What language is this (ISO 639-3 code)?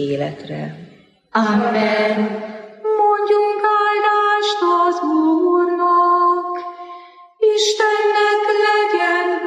hun